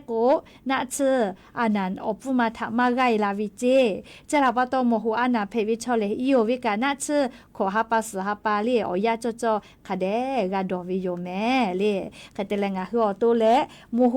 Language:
Lahu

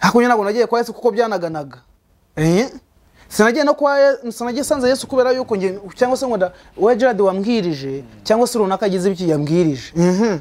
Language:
Kinyarwanda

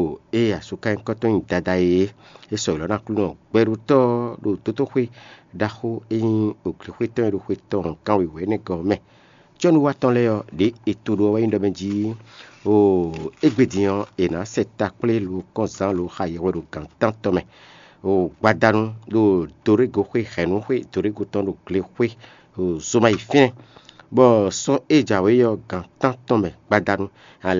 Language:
Fon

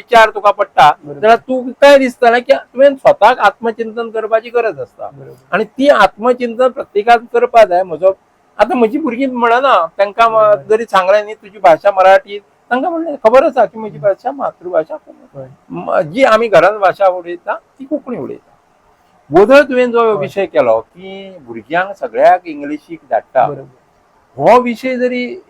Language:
Konkani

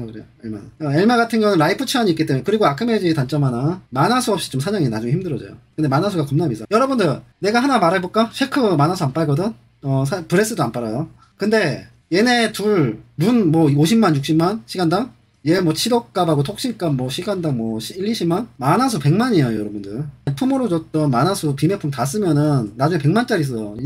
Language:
Korean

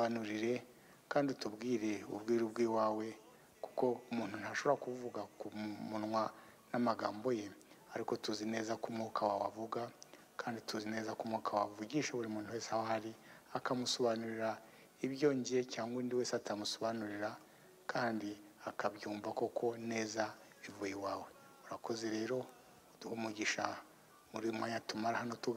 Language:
Kinyarwanda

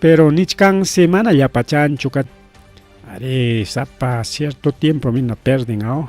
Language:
Ayacucho Quechua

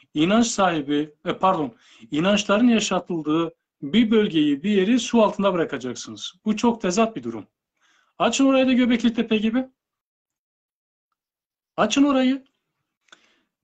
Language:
Turkish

